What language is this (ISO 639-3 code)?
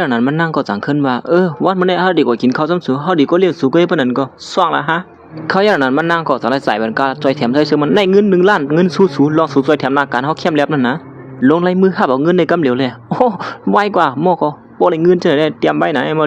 shn